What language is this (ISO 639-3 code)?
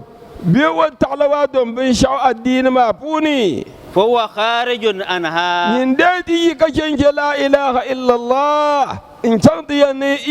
dag